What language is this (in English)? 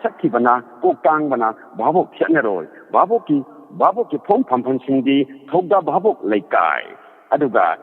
Manipuri